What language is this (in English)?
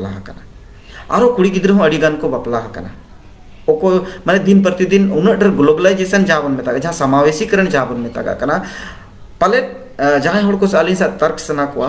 Santali